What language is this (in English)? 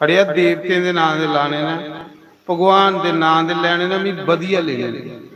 Dogri